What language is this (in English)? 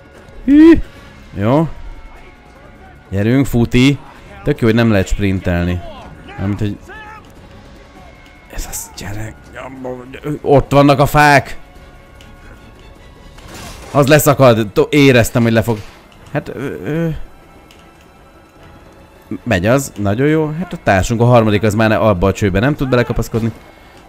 Hungarian